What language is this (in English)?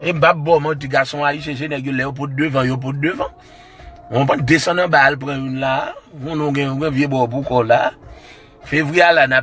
Haitian Creole